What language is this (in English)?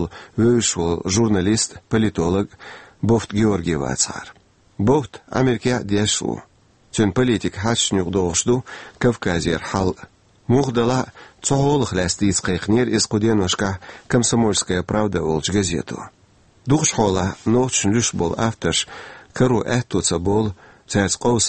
Chechen